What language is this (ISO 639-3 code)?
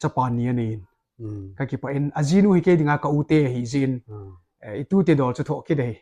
tcz